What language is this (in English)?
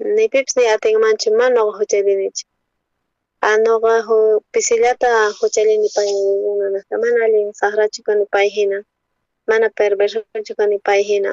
South Bolivian Quechua